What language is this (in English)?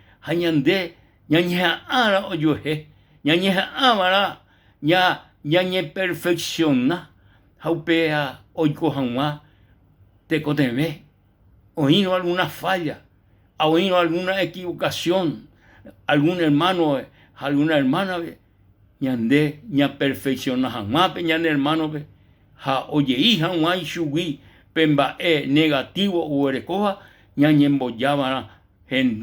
Guarani